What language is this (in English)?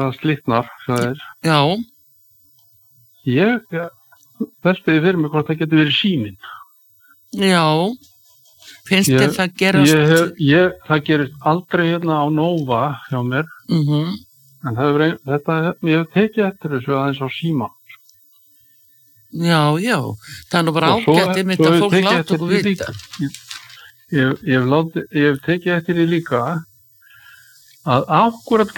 Icelandic